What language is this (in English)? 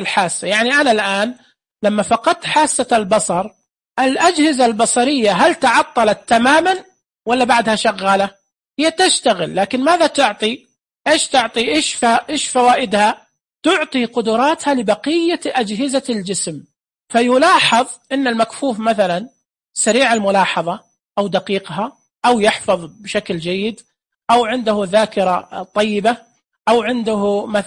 Najdi Arabic